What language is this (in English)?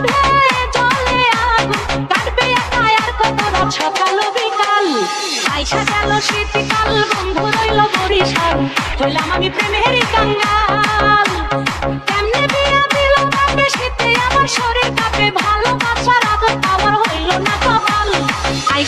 Bangla